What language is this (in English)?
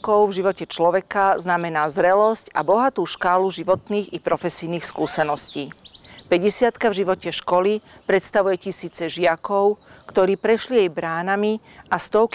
Slovak